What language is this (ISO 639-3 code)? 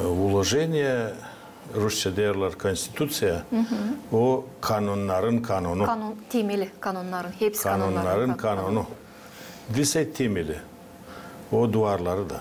gag